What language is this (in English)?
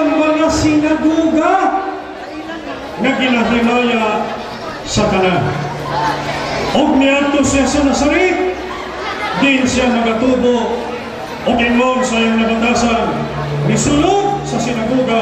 Cebuano